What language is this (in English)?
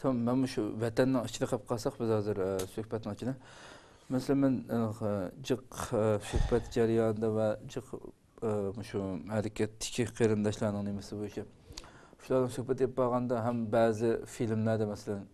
Uyghur